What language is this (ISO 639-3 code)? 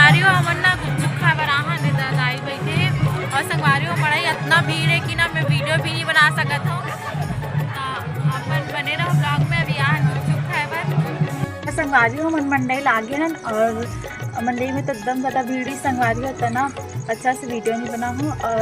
hne